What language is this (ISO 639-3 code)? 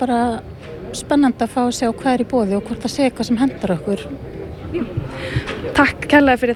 isl